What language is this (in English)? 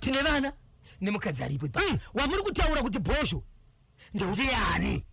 Shona